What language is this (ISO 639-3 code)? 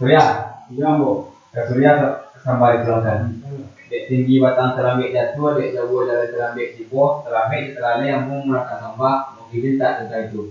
min